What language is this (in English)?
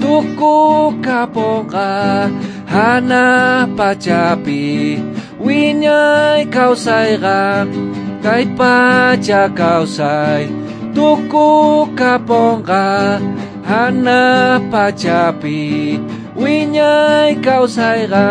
South Bolivian Quechua